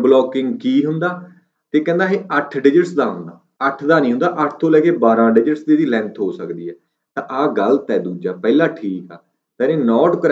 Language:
Punjabi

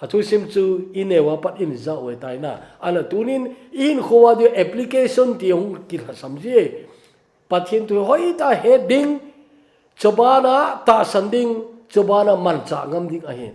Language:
Thado Chin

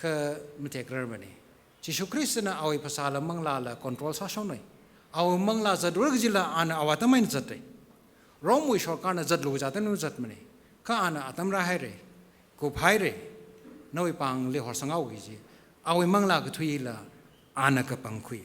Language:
Tangkhul Naga (India)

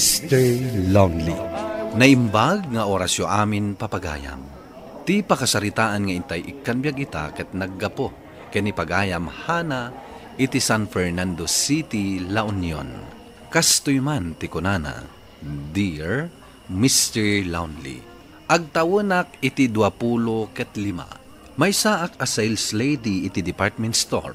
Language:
Iloko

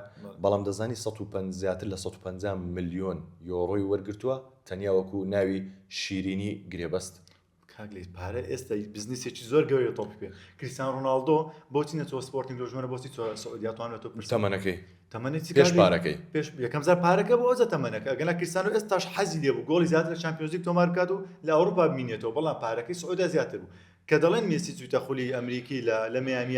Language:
Central Kurdish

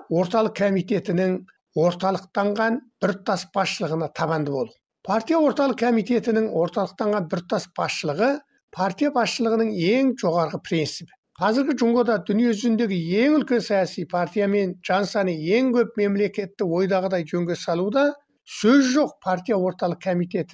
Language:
Kazakh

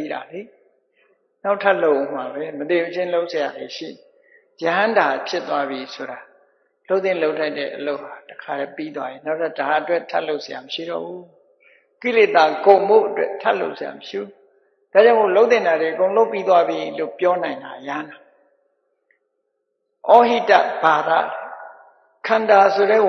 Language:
Burmese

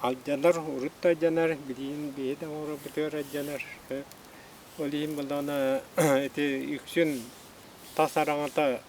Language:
Yakut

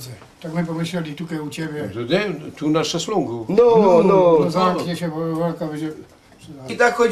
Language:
Silesian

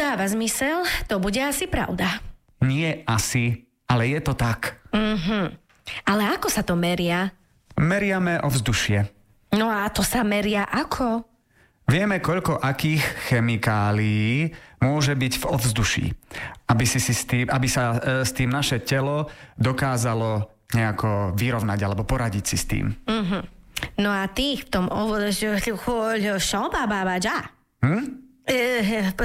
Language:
Slovak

